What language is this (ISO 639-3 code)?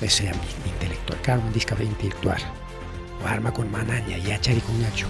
quy